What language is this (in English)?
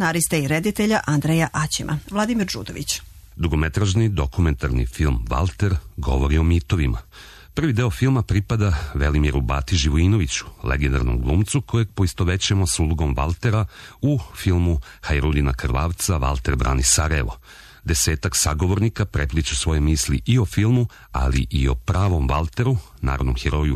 Serbian